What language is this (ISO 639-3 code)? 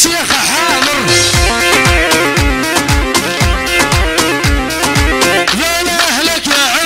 ara